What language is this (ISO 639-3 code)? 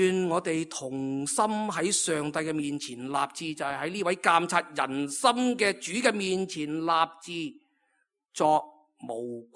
yue